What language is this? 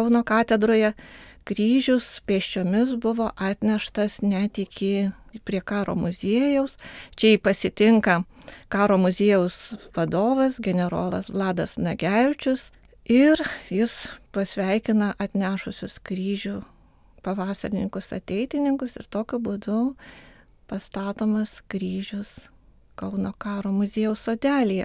Lithuanian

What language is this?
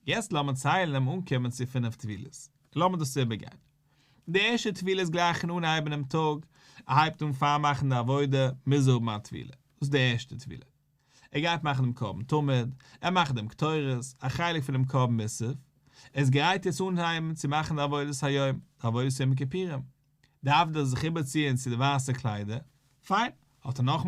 Yiddish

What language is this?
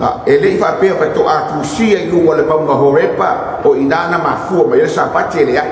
Samoan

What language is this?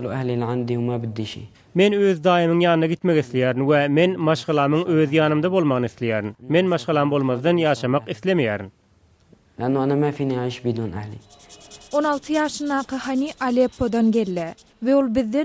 Turkmen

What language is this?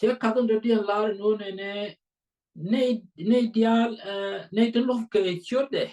Nuer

